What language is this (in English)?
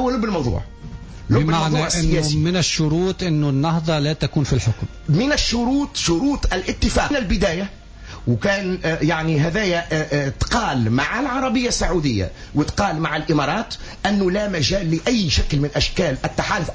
Tunisian Arabic